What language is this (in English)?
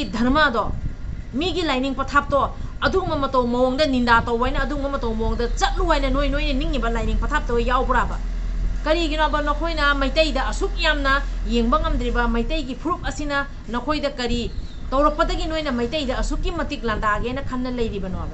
Manipuri